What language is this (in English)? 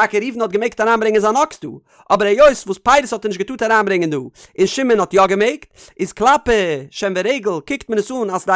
Yiddish